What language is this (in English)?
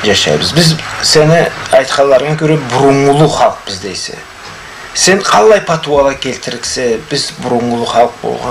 Karachay-Balkar